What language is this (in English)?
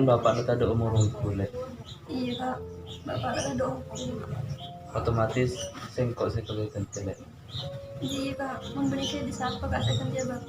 Madurese